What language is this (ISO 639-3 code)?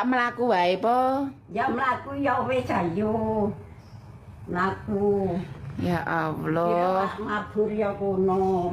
jav